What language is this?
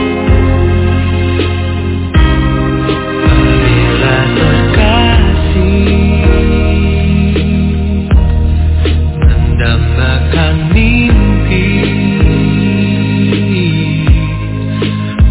Indonesian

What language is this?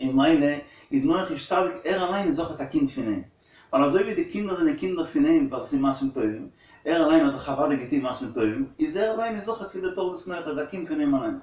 Yiddish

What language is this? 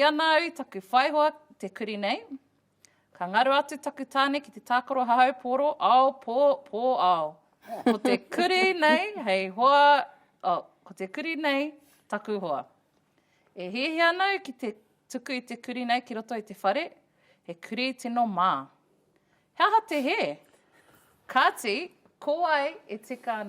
Māori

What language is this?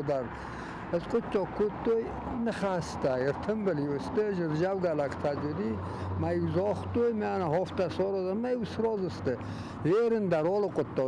Ossetic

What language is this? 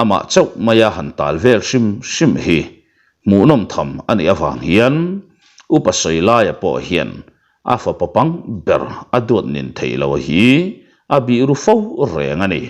Mizo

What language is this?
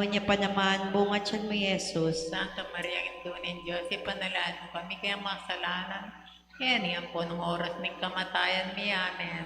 Pampanga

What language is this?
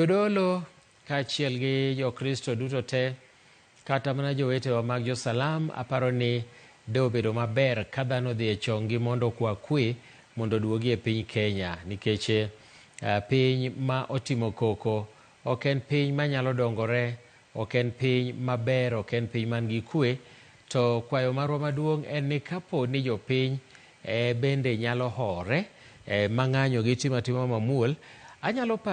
Luo (Kenya and Tanzania)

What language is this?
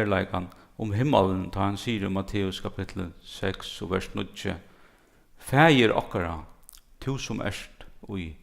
Faroese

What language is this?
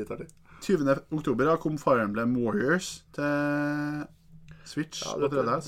Norwegian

